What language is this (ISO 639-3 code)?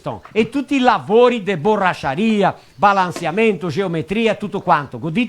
vec